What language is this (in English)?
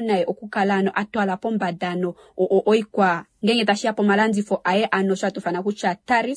Kuanyama